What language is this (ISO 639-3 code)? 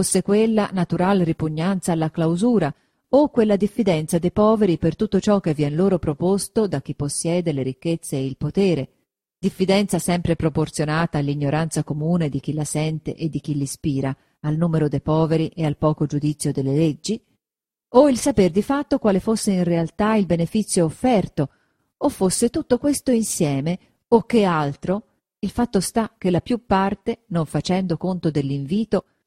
ita